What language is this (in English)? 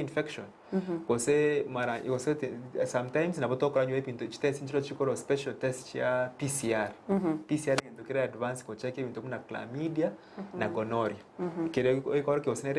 Gusii